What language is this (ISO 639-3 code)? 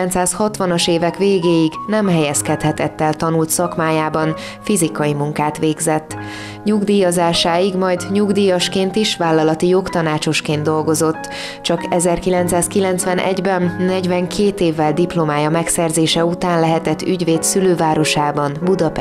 hun